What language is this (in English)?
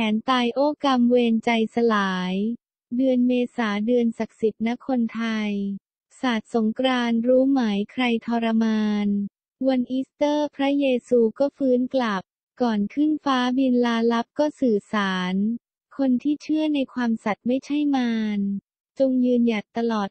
Thai